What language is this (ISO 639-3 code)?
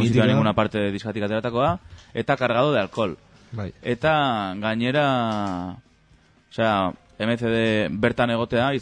eus